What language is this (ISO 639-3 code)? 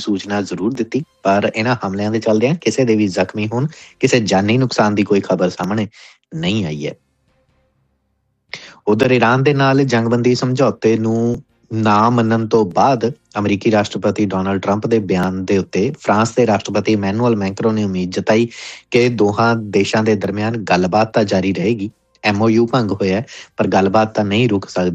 pan